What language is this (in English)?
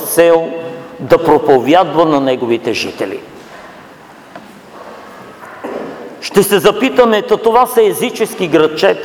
Bulgarian